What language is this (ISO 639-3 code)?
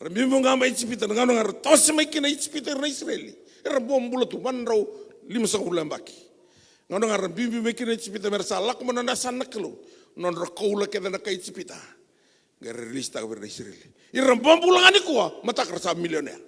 fij